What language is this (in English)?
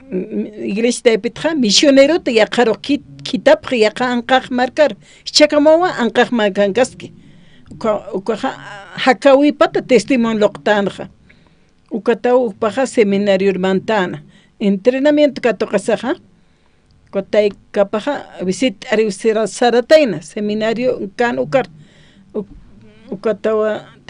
Aymara